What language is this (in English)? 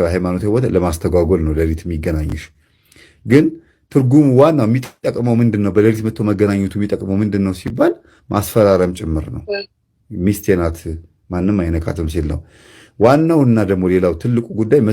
Amharic